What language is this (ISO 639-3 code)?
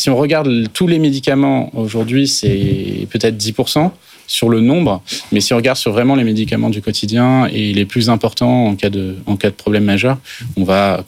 fra